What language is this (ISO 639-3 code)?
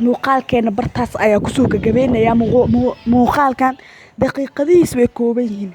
som